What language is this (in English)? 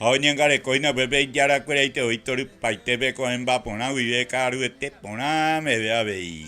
Guarani